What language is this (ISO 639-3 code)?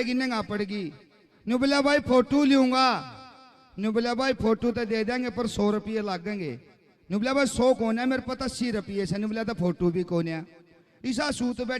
bgc